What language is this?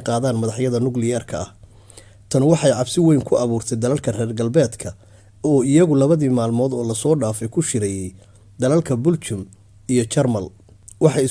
Somali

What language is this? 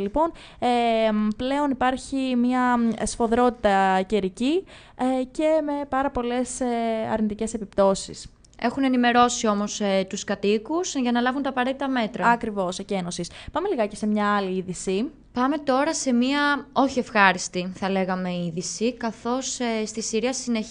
Greek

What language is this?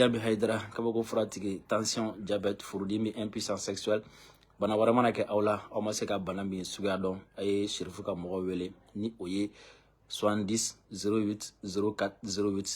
Bambara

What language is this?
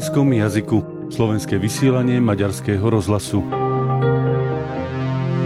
Slovak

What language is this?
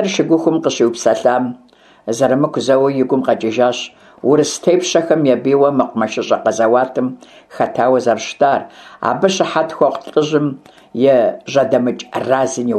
Kabardian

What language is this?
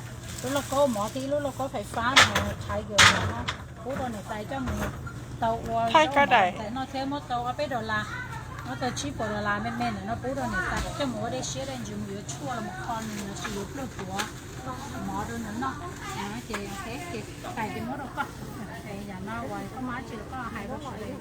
Hmong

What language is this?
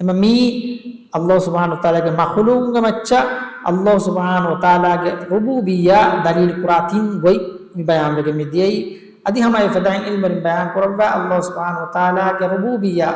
Divehi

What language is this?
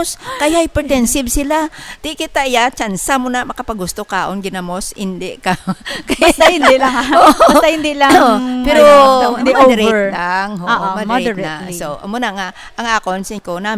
Hiligaynon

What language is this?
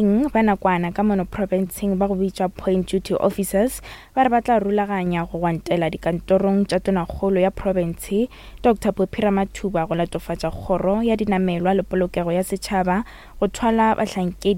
Northern Sotho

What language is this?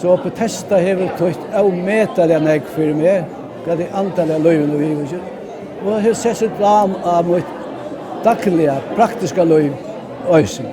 Faroese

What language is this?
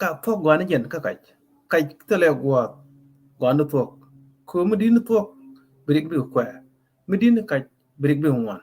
Nuer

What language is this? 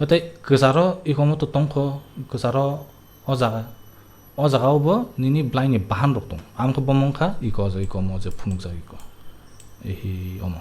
Kok Borok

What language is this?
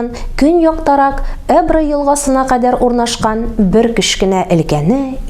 Tatar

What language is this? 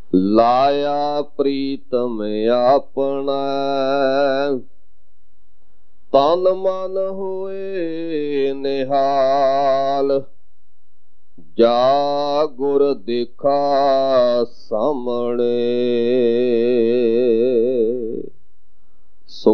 Punjabi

